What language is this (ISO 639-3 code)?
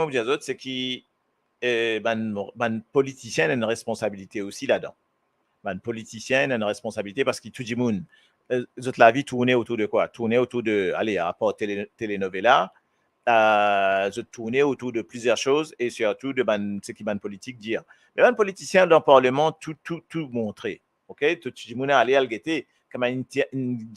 mfe